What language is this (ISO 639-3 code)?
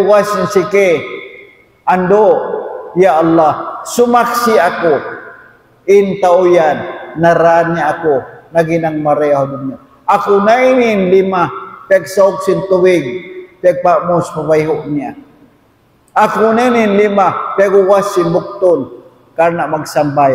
tsg